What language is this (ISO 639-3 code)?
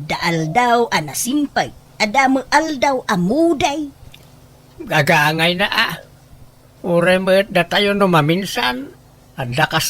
ilo